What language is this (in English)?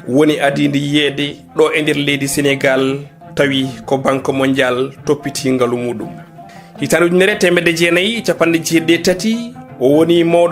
Fula